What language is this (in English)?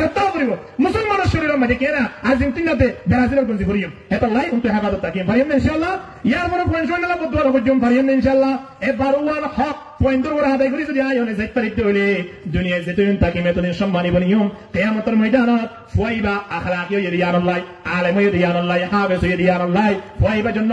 Rohingya